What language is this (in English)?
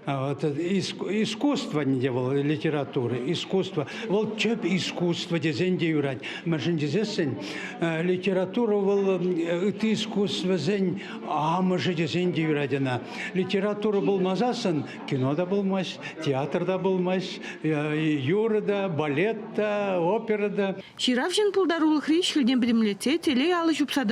Chuvash